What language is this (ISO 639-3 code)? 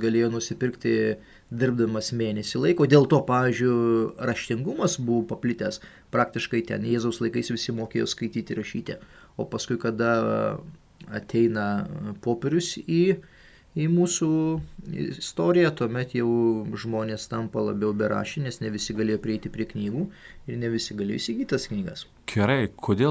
lit